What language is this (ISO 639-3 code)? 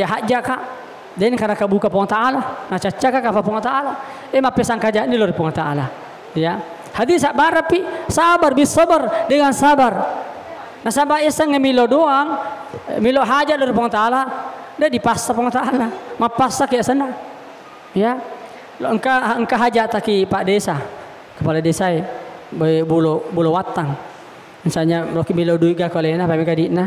bug